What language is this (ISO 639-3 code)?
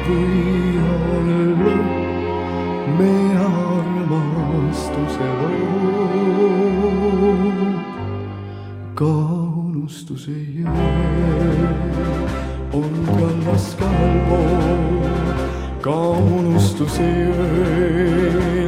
est